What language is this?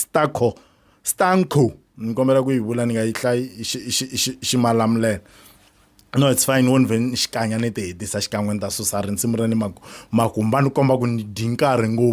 Tsonga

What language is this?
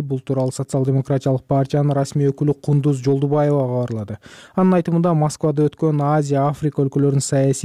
Kyrgyz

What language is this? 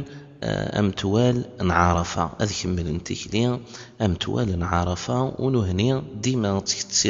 Kabyle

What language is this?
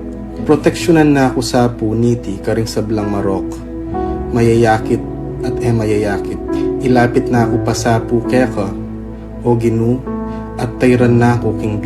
Pampanga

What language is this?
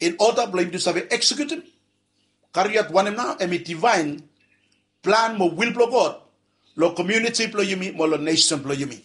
Bislama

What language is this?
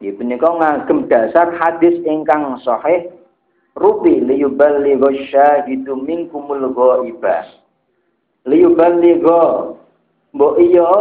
Javanese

